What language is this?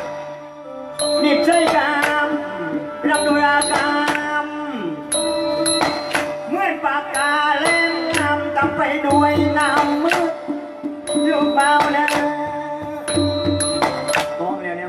Thai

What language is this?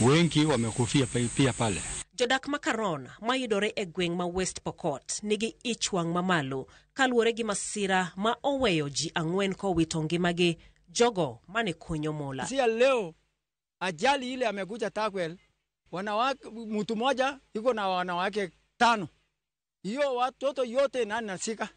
Luo (Kenya and Tanzania)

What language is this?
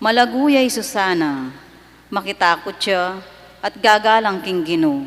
Pampanga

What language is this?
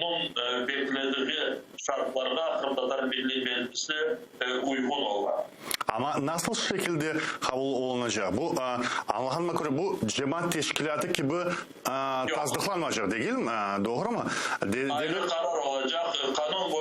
Crimean Tatar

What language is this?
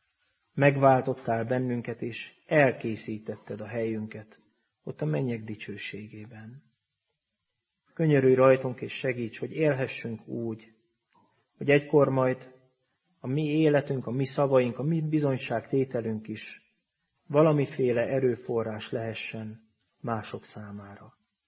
Hungarian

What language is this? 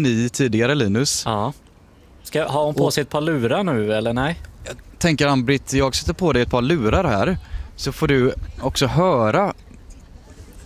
Swedish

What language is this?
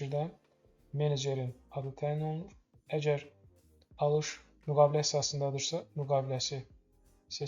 Azerbaijani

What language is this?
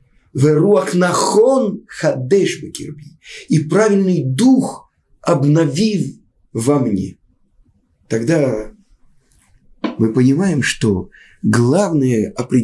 Russian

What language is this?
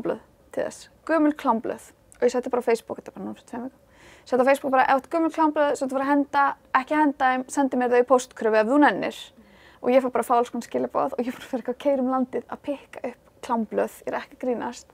Icelandic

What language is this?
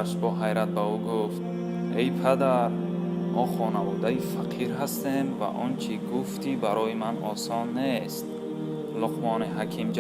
Tajik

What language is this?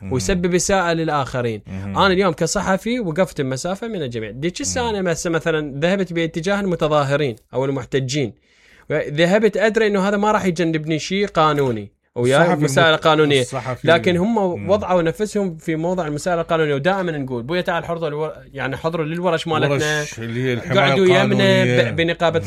Mesopotamian Arabic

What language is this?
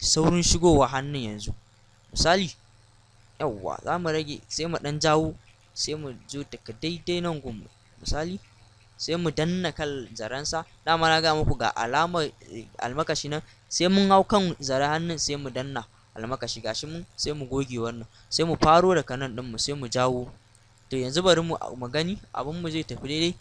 Hausa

